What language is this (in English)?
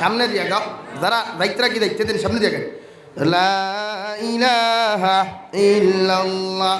Sylheti